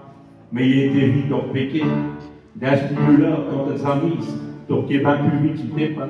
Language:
Picard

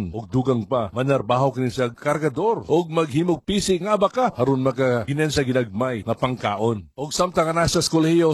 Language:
Cebuano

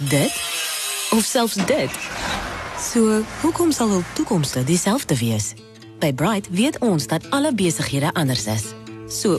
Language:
Afrikaans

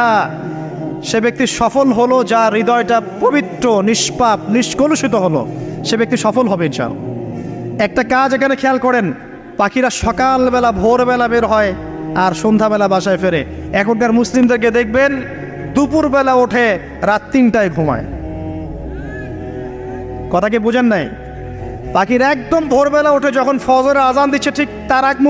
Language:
Bangla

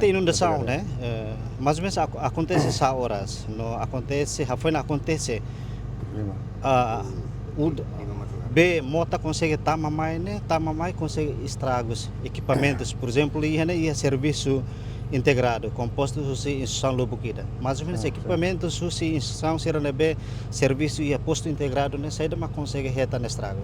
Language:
Tetum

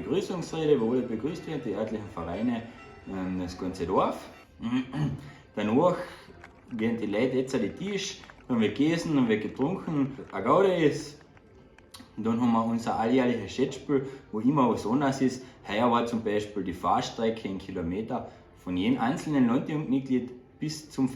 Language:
Bavarian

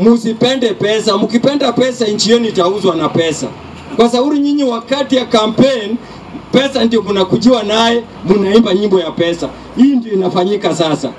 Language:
Swahili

